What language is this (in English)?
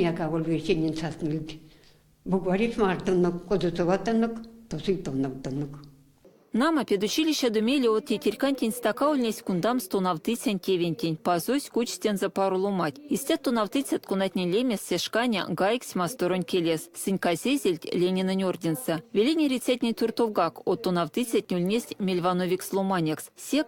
Erzya